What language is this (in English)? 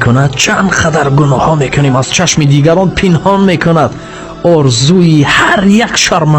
Tajik